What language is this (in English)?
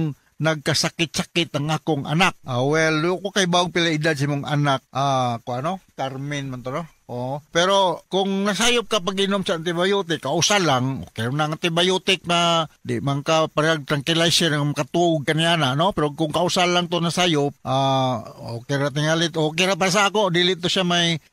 Cebuano